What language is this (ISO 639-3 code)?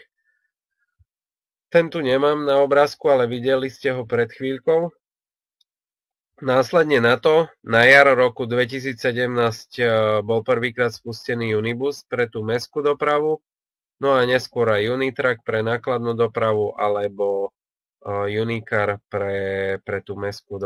slk